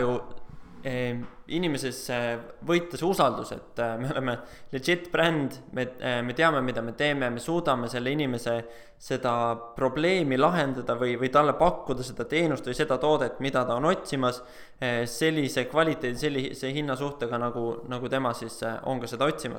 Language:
Estonian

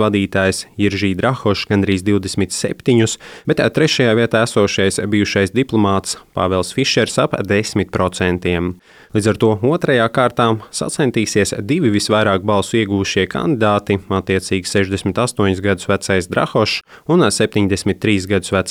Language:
Latvian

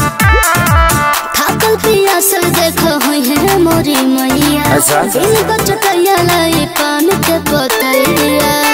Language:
Bhojpuri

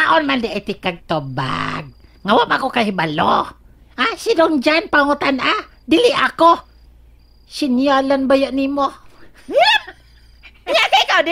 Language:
Cebuano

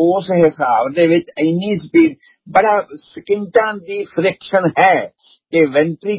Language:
Punjabi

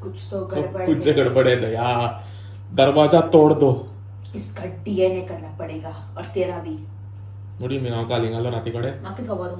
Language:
Konkani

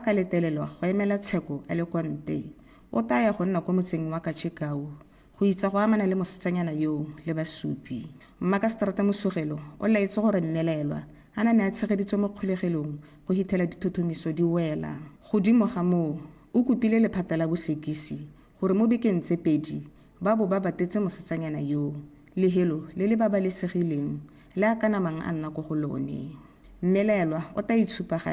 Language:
Tswana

